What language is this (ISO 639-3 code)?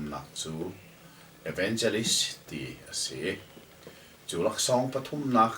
cnh